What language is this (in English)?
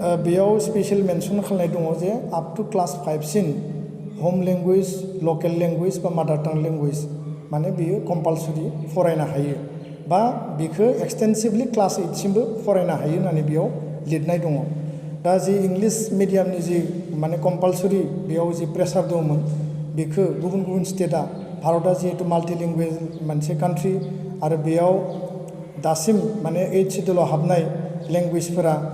Bodo